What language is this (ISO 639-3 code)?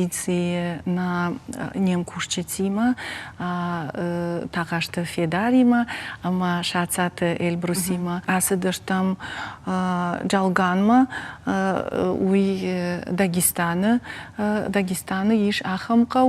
oss